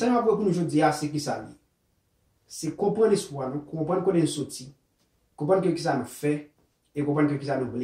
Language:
Haitian Creole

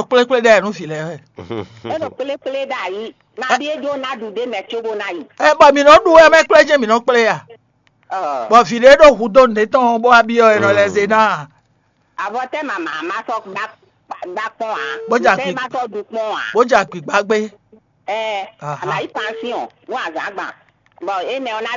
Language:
Fon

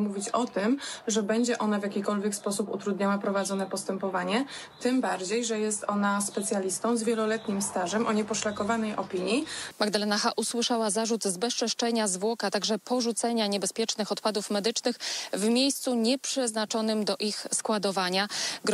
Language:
Polish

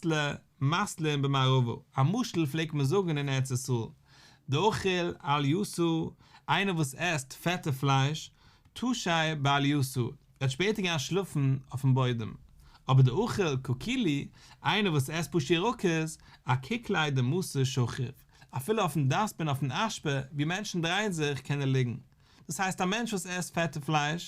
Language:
Yiddish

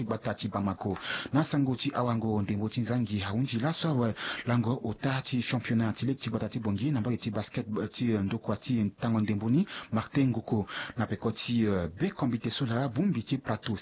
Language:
Sango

